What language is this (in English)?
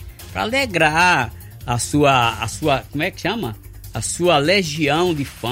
Portuguese